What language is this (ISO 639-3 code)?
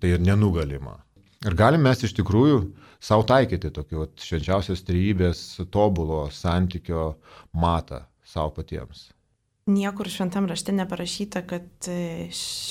lit